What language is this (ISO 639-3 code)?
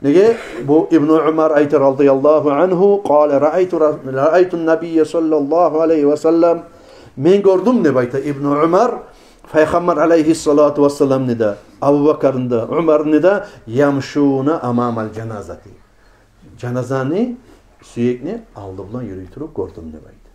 kum